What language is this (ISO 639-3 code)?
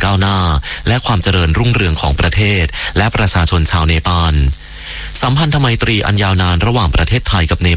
tha